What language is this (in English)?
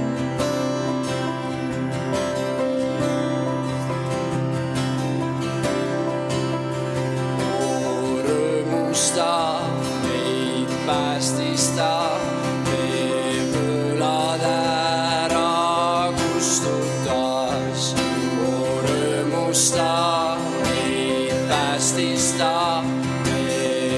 Estonian